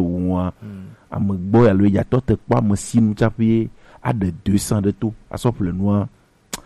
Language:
Gen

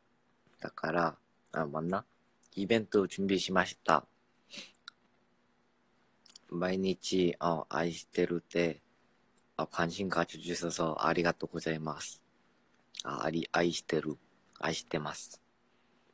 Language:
Korean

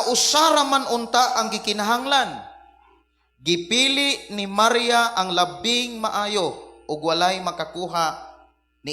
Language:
Cebuano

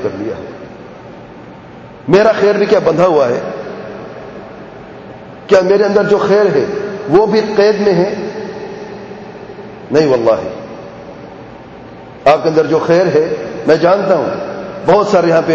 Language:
Urdu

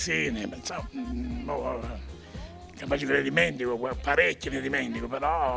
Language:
Italian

